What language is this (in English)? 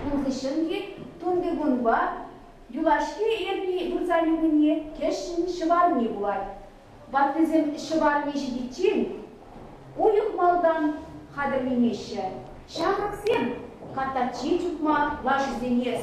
Chuvash